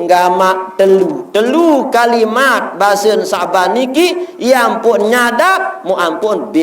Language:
Sasak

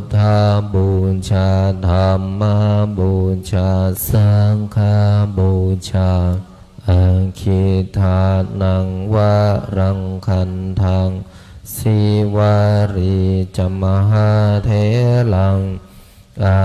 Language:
Pali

